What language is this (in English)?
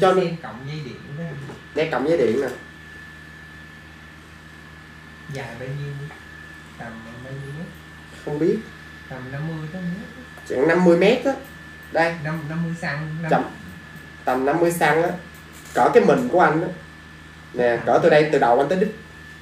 Vietnamese